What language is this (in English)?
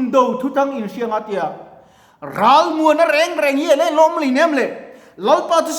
Mizo